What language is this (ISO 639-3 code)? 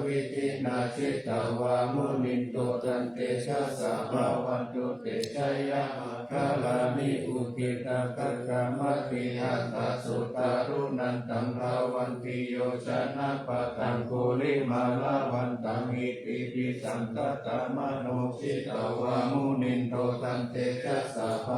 pli